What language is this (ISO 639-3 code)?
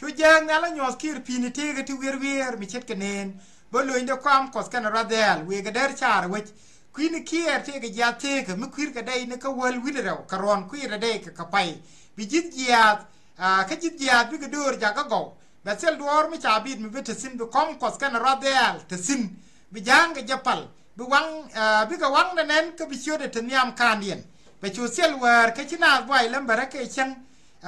nus